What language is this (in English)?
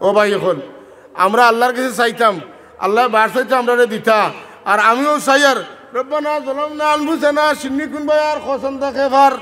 Sylheti